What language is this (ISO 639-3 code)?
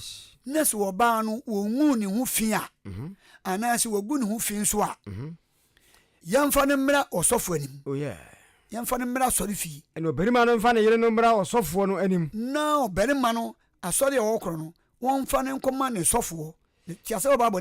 aka